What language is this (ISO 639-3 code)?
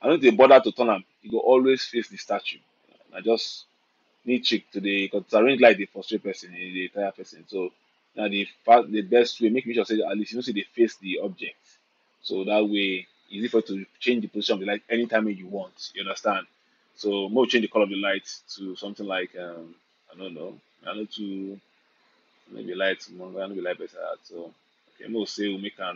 pcm